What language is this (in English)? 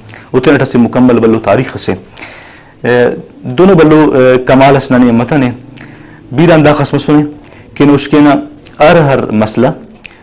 Brahui